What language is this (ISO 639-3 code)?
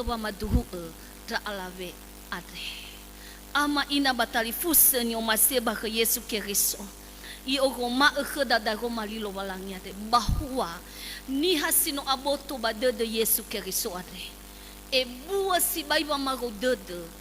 nia